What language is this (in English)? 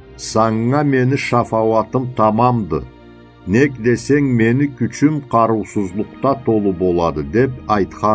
Karachay-Balkar